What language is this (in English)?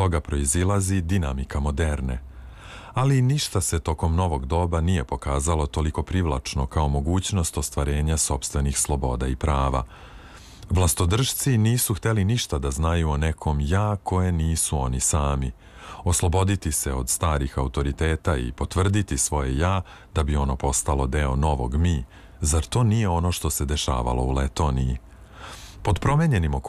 Serbian